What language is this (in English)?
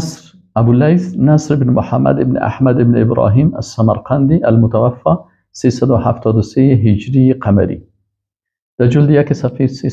Persian